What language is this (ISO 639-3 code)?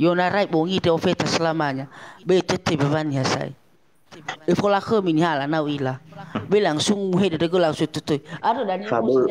nia